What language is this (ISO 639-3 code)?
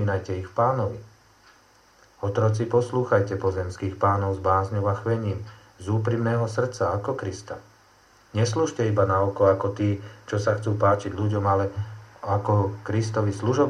slk